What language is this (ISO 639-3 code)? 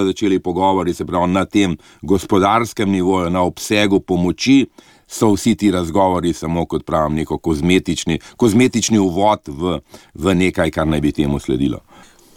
slv